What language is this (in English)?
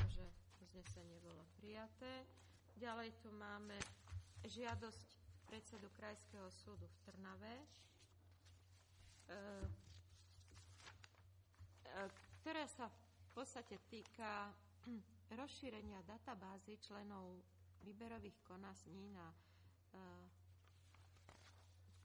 Slovak